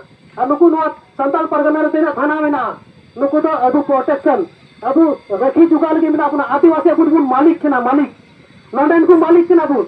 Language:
Santali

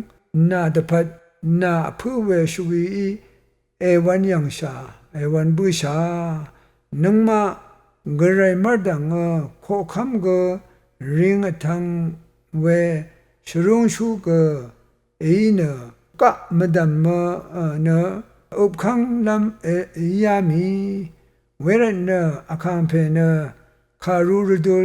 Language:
Rawang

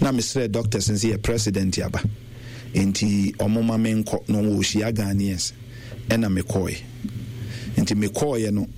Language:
Akan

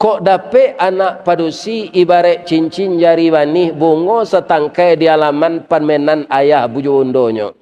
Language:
Minangkabau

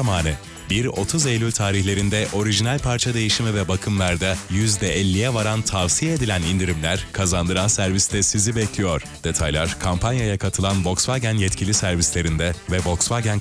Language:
Turkish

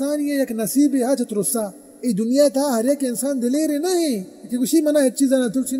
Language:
Baluchi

